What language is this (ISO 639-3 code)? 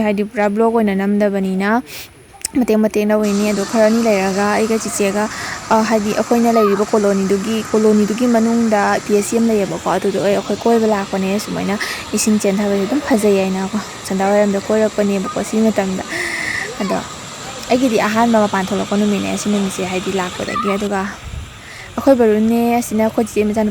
mni